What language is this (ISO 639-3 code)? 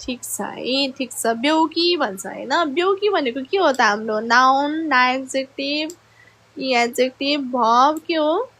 nep